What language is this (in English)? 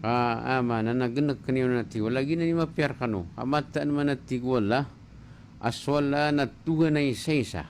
Maranao